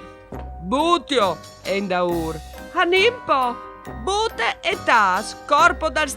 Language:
Friulian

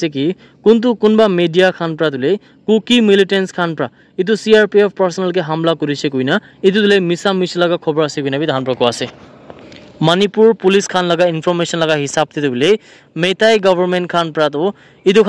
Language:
Naga Pidgin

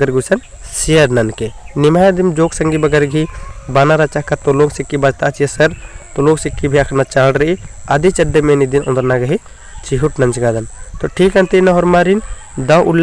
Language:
Kurukh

